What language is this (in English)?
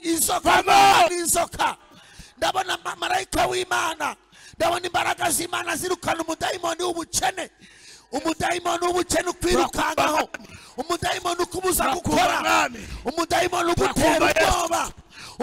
Kinyarwanda